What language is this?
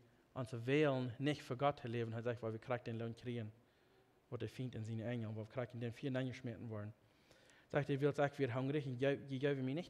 Plautdietsch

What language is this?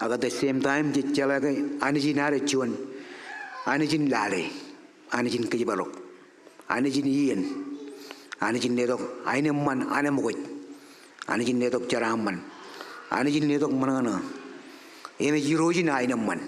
Marshallese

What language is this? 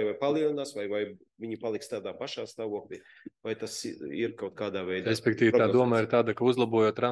Latvian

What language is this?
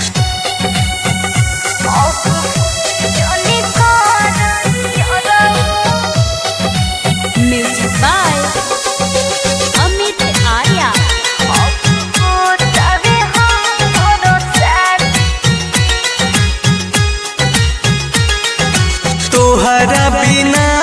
Bhojpuri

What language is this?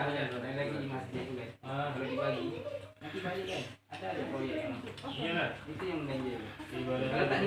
Minangkabau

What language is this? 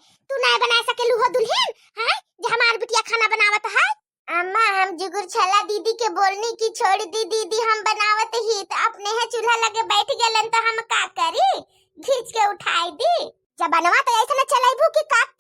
Bhojpuri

